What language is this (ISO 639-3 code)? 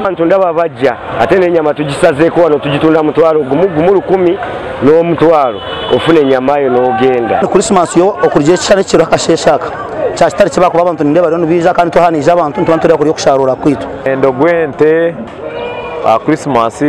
nyn